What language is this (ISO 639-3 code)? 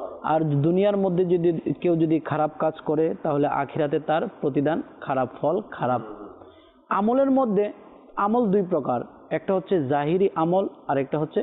ben